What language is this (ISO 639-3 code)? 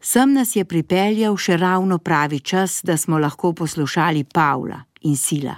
slv